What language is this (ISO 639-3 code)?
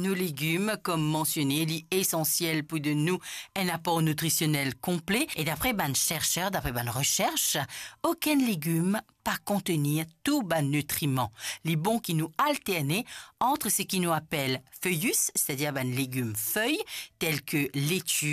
mfe